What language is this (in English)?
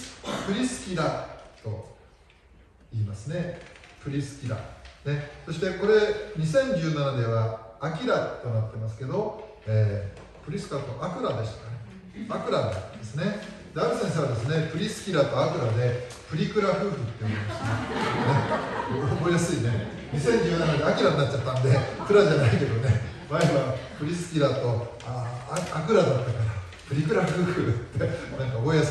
Japanese